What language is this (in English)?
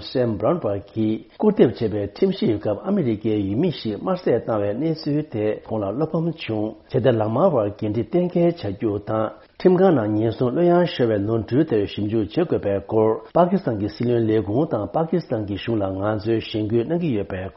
Tibetan